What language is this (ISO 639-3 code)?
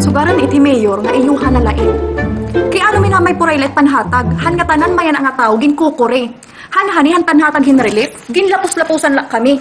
war